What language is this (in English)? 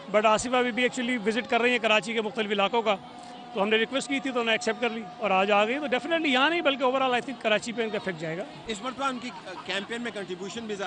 Urdu